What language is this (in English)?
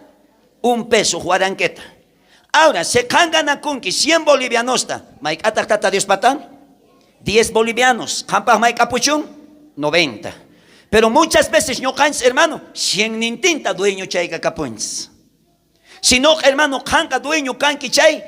South Bolivian Quechua